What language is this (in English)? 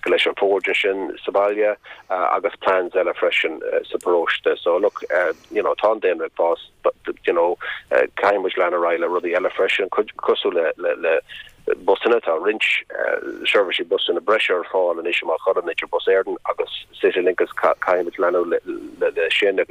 Irish